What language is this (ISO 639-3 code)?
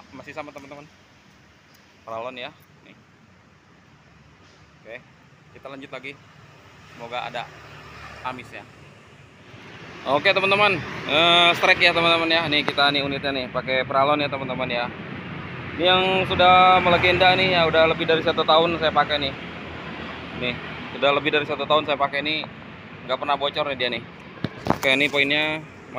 ind